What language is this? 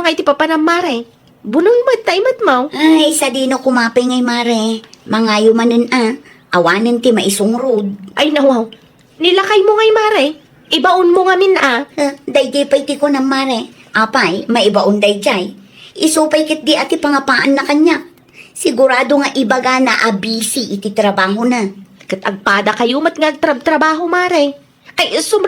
Iloko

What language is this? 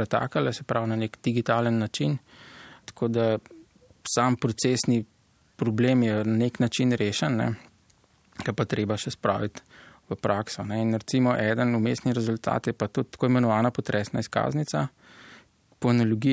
Slovenian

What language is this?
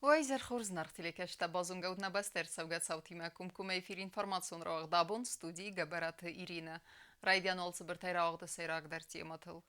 Ossetic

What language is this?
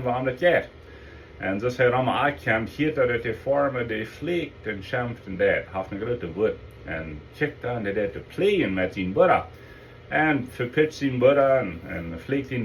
Plautdietsch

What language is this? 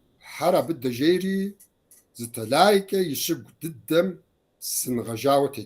Kabardian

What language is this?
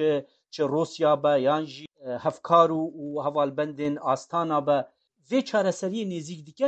Kurdish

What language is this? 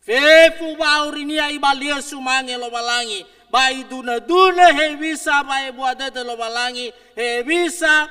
Nias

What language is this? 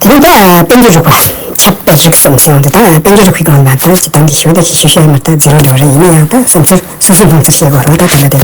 Tibetan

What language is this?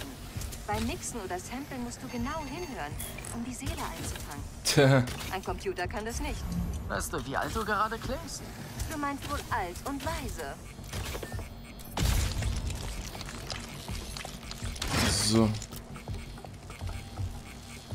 German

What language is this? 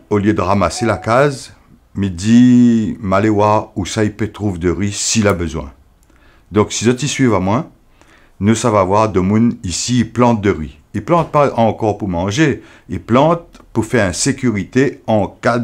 Réunion Creole French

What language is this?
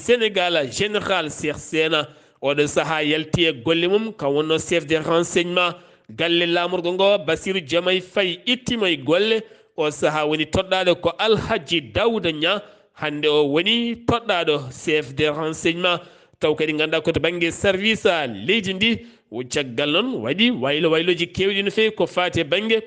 Fula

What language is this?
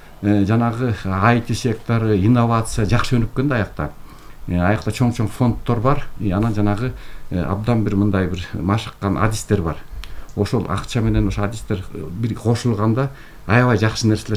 Kyrgyz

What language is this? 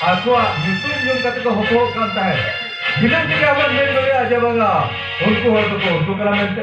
Santali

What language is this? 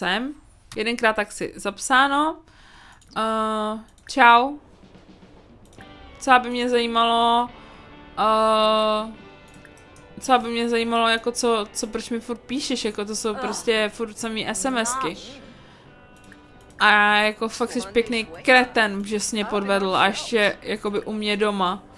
Czech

